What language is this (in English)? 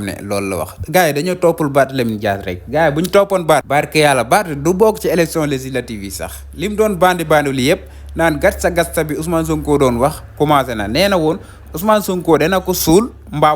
Wolof